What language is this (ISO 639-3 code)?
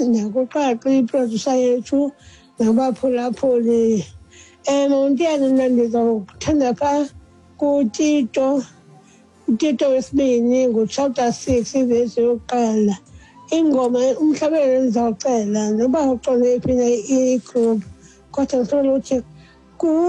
xho